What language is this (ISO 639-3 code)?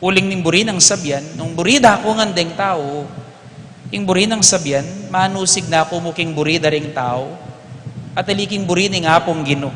pam